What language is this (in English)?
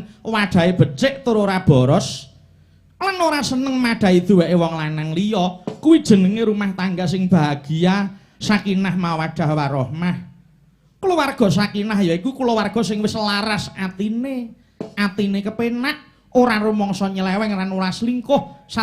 Javanese